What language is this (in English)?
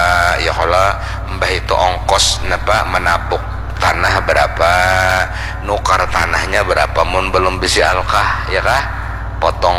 Banjar